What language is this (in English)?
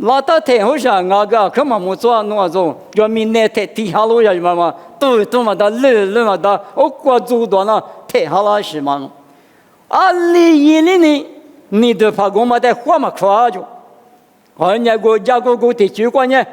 Lisu